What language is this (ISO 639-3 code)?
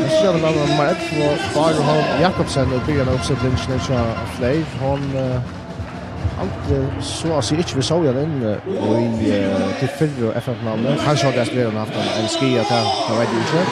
fao